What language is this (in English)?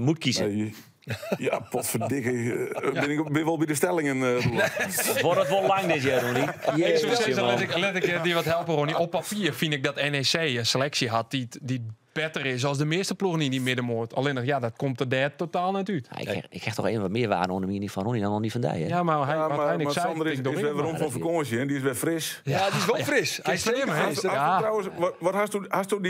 Western Frisian